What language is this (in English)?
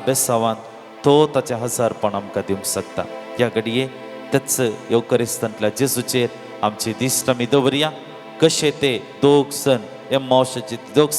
Konkani